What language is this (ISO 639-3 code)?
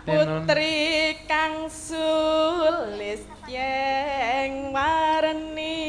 jav